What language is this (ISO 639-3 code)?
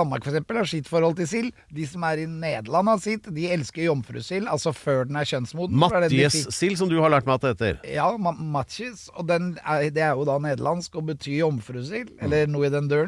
nor